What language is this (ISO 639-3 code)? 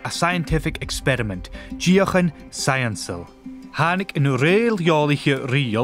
gla